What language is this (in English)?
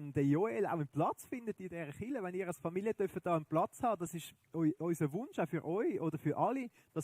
Swiss German